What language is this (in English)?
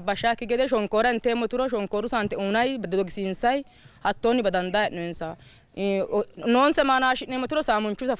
Sidamo